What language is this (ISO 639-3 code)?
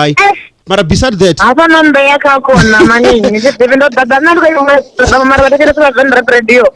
ven